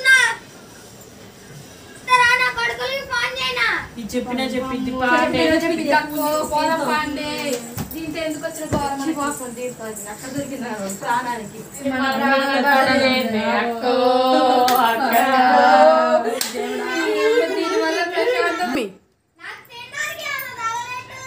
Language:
Telugu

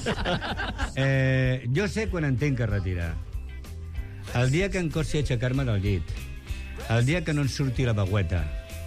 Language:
Catalan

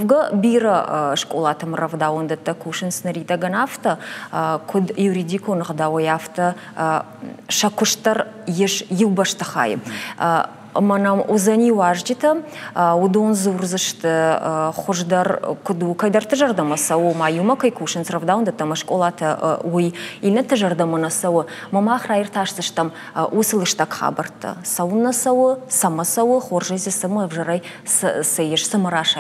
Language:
Ossetic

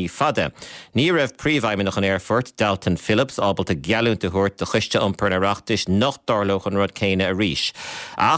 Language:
Irish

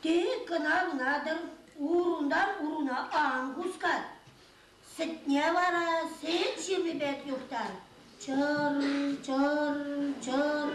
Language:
Chuvash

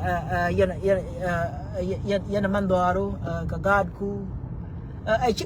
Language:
Nuer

